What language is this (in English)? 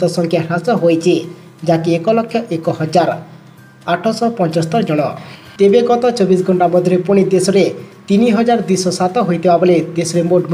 Odia